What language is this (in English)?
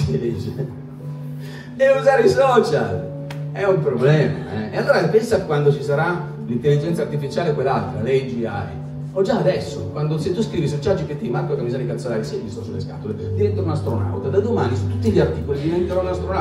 Italian